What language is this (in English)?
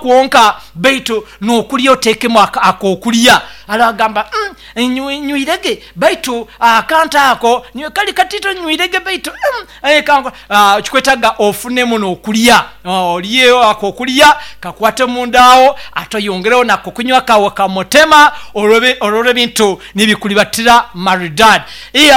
Nyoro